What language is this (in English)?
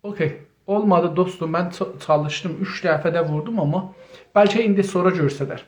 South Azerbaijani